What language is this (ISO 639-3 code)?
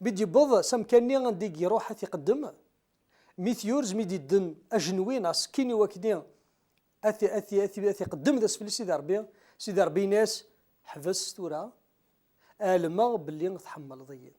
kab